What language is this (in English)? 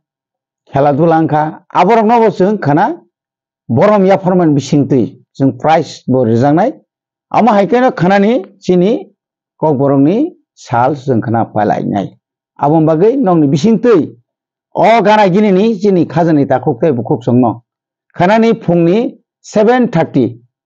Kok Borok